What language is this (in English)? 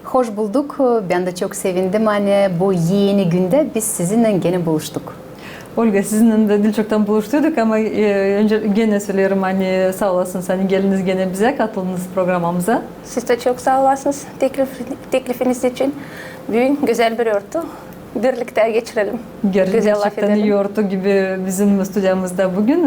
Gagauz